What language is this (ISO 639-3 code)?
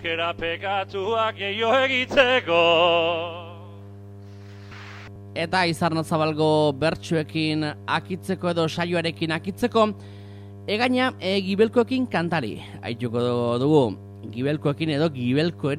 eus